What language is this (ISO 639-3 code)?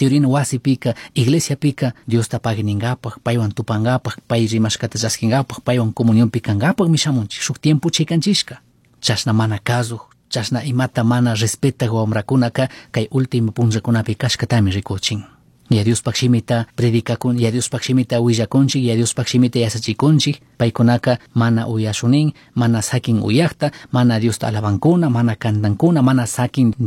qug